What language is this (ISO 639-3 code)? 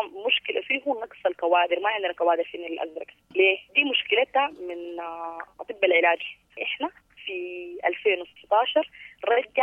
apd